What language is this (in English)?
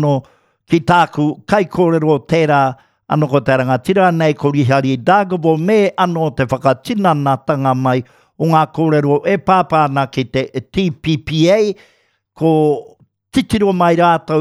Māori